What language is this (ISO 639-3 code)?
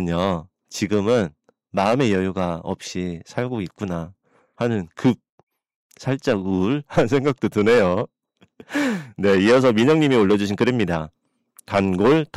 kor